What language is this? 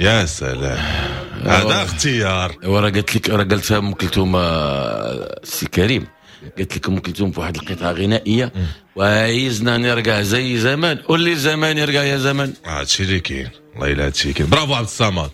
Moroccan Arabic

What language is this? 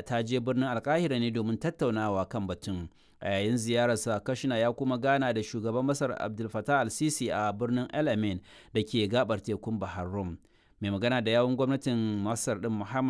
Hausa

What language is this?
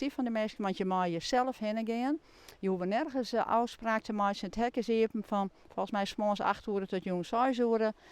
Western Frisian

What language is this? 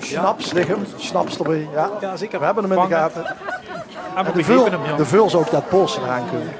Limburgish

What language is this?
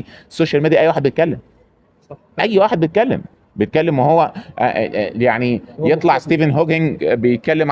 Egyptian Arabic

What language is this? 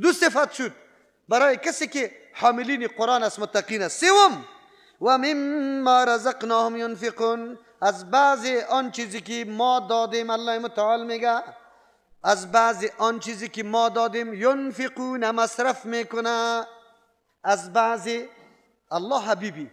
Persian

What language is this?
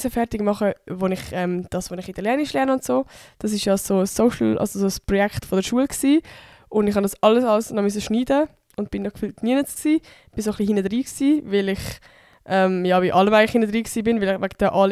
Swiss German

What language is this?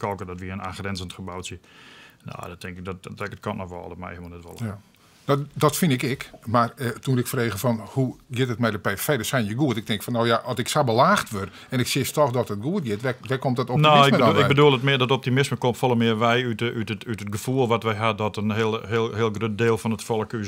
Western Frisian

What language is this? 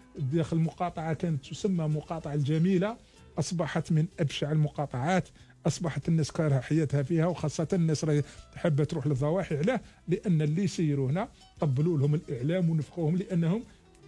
Algerian Arabic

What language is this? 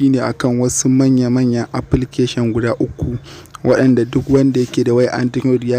Hausa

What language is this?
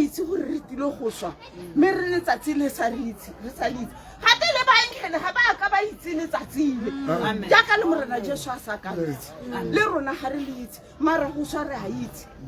Tswana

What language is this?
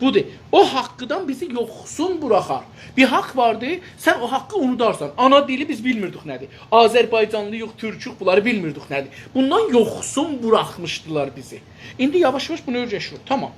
South Azerbaijani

